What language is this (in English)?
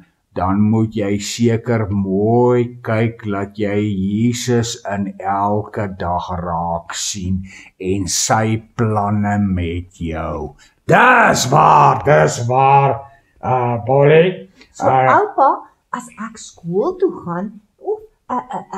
Afrikaans